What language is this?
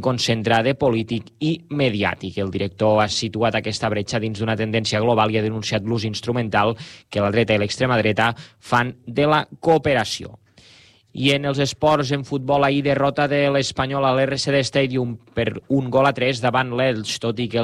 Catalan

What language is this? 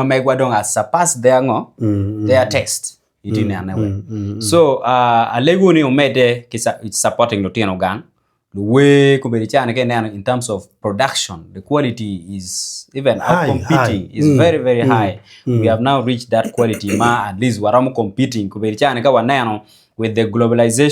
Acoli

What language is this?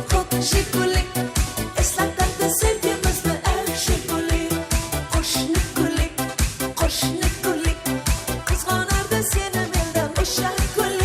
Kara-Kalpak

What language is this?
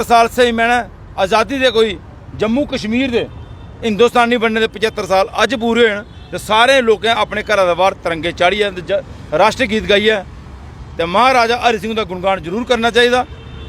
Dogri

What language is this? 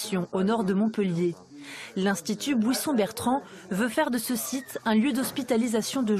French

